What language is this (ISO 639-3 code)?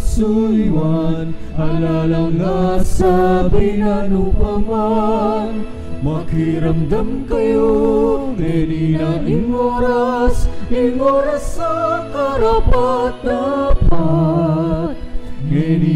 pam